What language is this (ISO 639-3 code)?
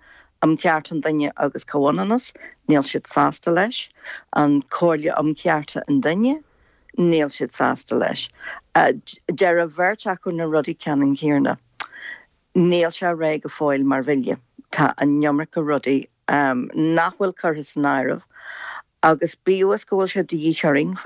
gle